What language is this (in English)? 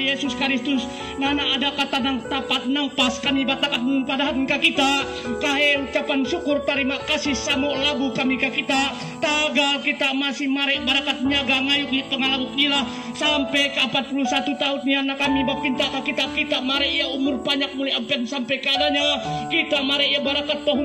Kendayan